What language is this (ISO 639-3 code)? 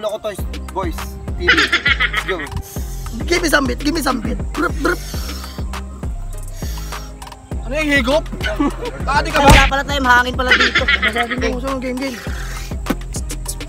fil